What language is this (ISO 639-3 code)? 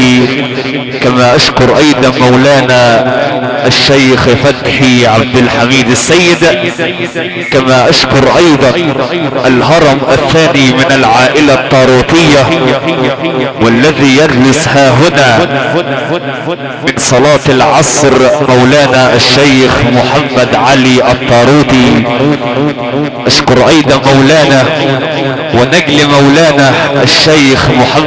ara